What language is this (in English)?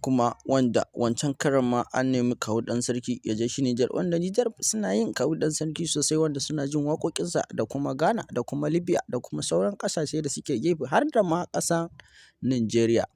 Hausa